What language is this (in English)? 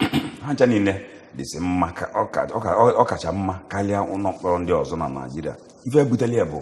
Igbo